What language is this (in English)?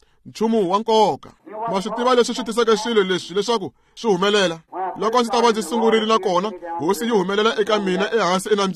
Tsonga